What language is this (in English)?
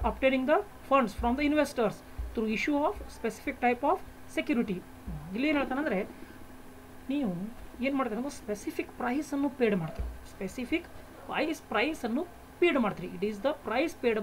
Kannada